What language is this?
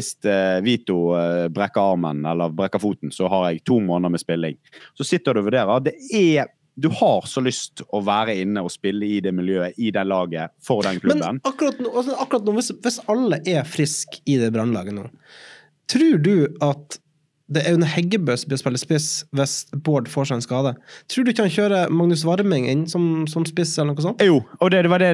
Norwegian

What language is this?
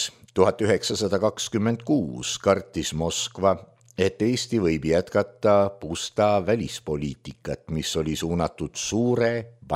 Estonian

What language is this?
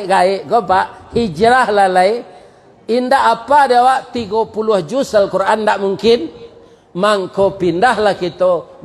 Minangkabau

